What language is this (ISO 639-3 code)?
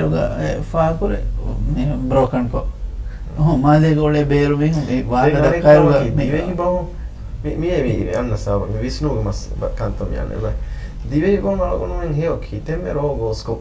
div